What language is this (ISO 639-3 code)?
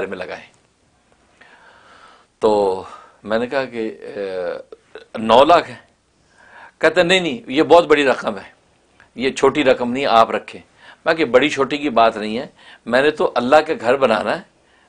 urd